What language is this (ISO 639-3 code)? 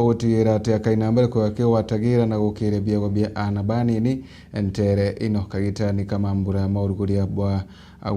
mer